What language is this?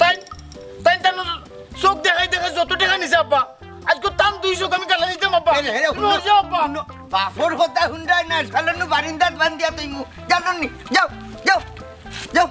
Sylheti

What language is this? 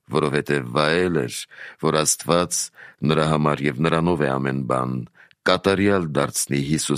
Armenian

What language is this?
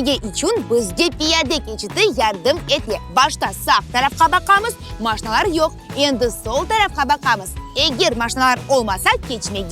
Crimean Tatar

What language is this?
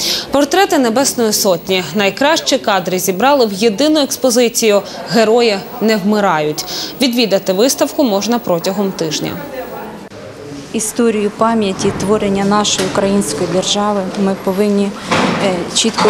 Ukrainian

